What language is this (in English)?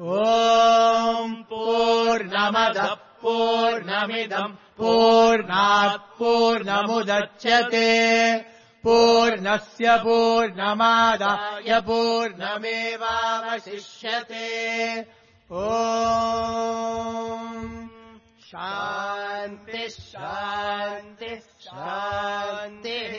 Sanskrit